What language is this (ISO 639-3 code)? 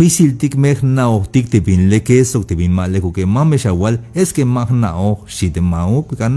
tzh